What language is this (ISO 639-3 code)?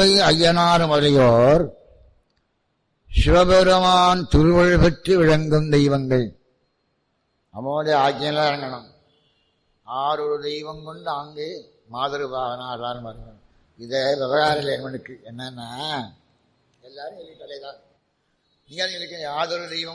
tam